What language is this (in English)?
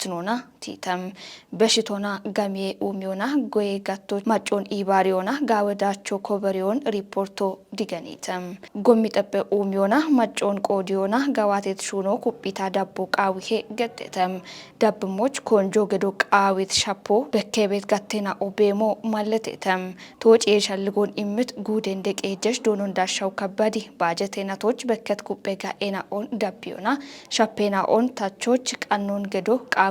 Kafa